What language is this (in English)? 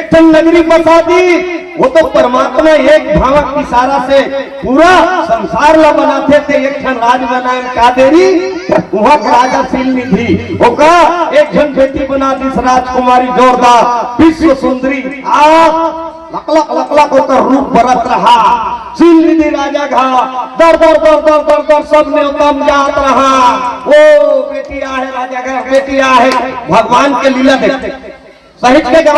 Chhattisgarhi